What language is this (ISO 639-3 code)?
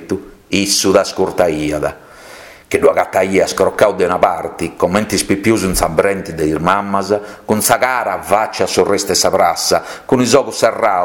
srd